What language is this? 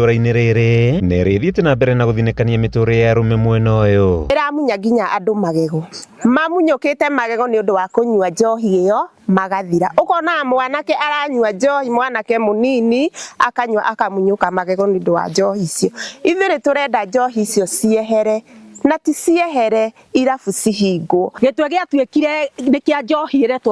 Kikuyu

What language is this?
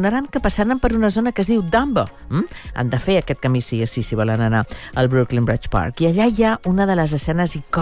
Catalan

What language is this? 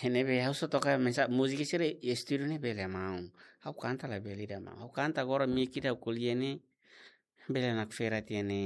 Tetum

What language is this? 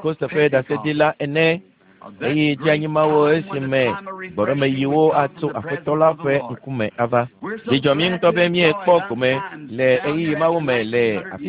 Ewe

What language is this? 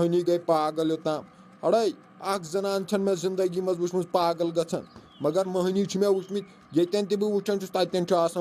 Kashmiri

